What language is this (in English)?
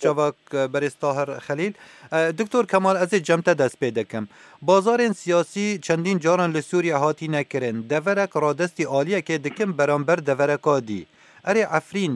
Kurdish